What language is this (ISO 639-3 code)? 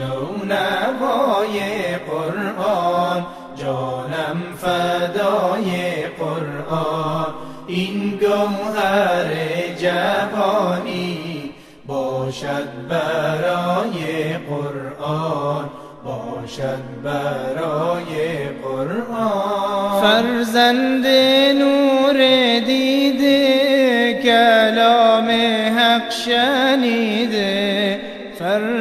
fas